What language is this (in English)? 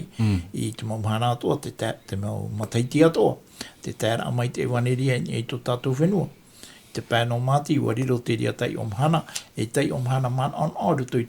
Tahitian